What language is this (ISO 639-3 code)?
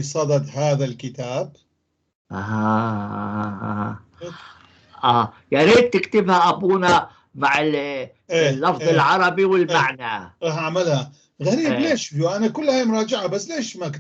apc